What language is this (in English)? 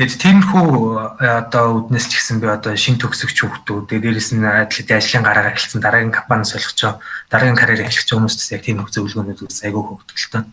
Mongolian